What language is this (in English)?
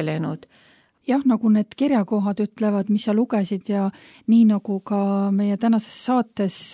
Estonian